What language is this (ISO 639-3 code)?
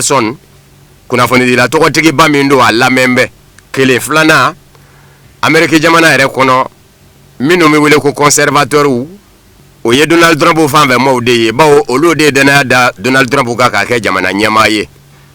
bam